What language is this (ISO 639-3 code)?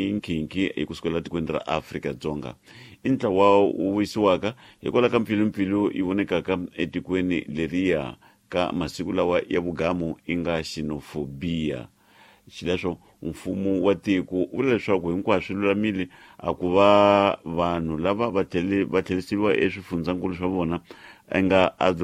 tso